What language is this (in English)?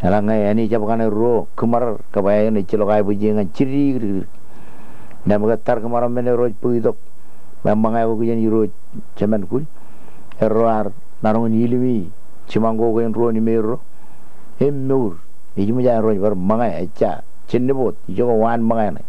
Marshallese